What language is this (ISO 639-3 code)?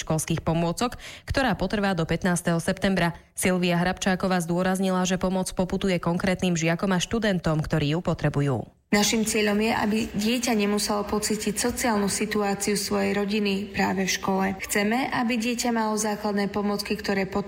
slk